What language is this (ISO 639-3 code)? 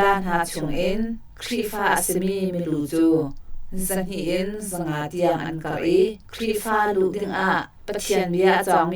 cnh